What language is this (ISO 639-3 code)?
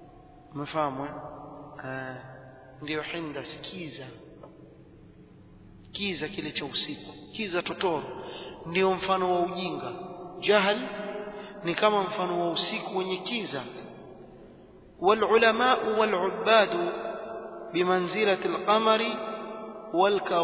swa